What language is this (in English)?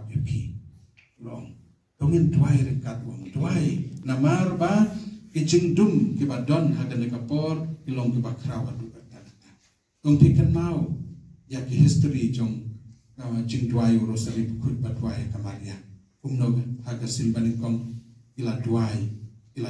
Khasi